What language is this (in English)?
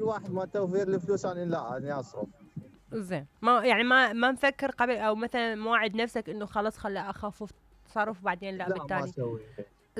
Mesopotamian Arabic